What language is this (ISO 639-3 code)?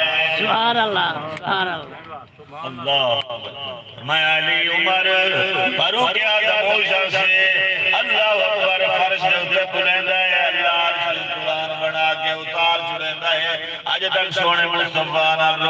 skr